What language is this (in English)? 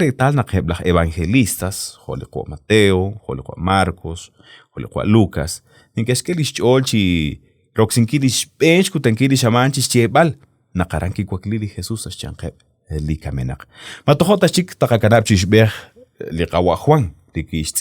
Kekchí